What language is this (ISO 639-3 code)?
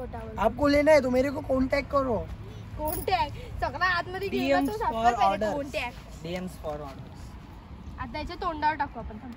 mar